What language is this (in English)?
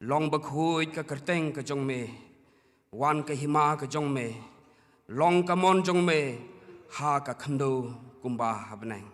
Khasi